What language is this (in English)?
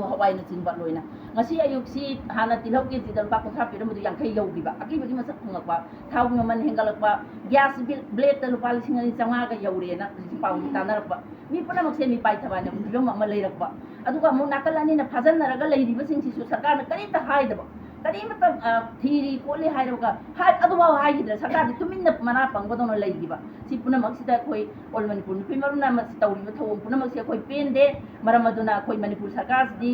Manipuri